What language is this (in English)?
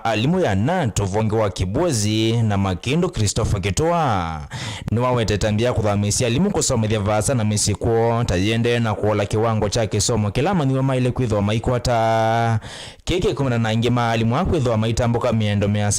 Kamba